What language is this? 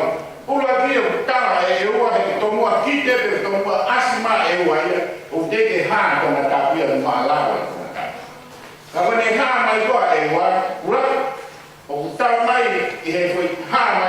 Tongan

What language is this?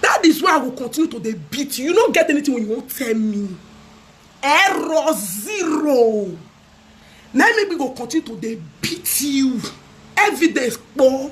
Nigerian Pidgin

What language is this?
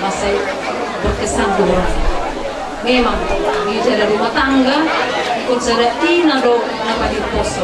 Batak Toba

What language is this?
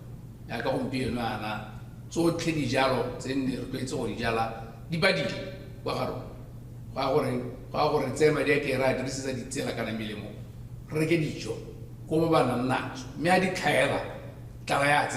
Tswana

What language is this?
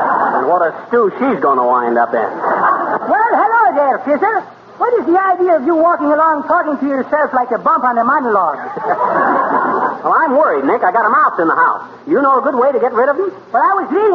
English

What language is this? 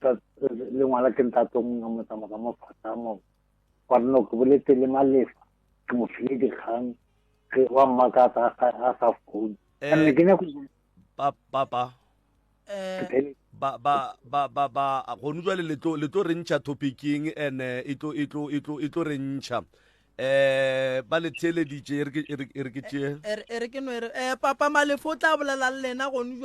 Northern Sotho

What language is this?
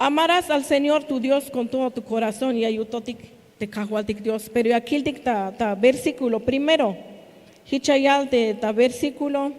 Tzeltal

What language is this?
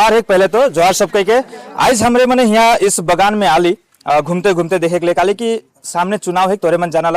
Sadri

